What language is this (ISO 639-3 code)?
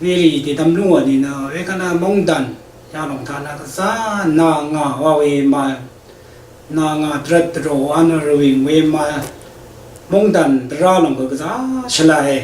raw